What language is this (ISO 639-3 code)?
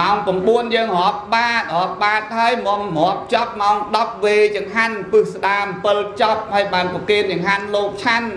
khm